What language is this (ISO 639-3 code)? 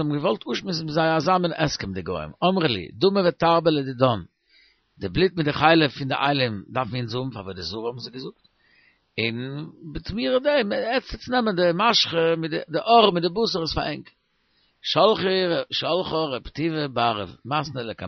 yid